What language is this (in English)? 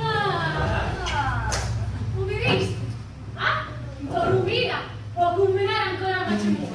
Sicilian